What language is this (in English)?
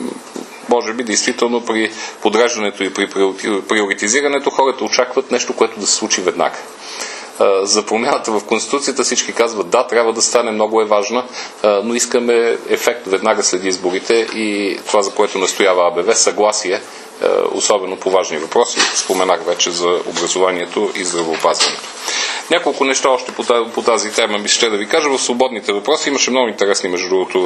Bulgarian